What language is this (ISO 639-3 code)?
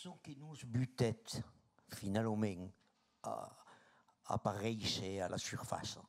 oci